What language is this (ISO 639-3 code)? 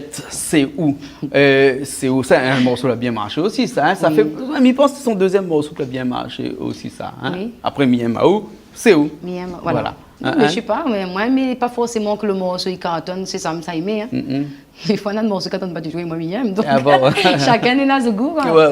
rcf